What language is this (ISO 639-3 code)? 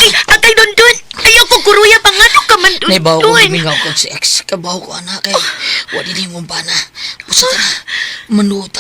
ceb